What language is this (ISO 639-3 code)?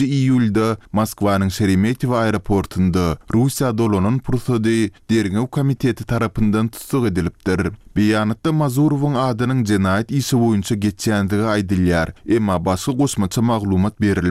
tuk